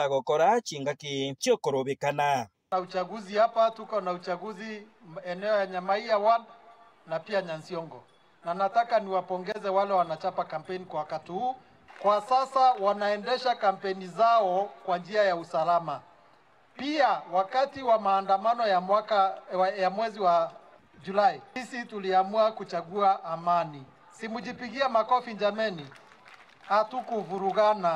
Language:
Gusii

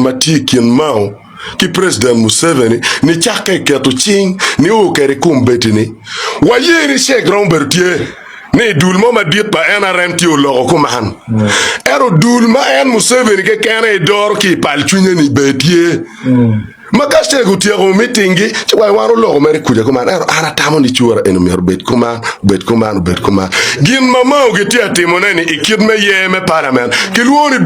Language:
Acoli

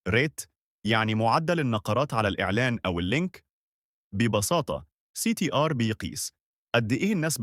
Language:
Egyptian Arabic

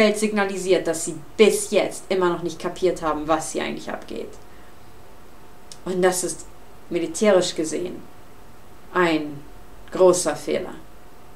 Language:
German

